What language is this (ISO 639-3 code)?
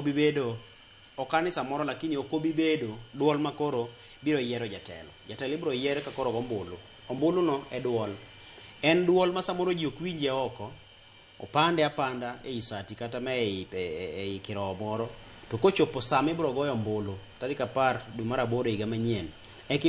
luo